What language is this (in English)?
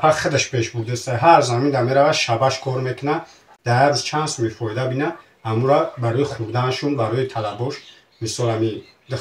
Tajik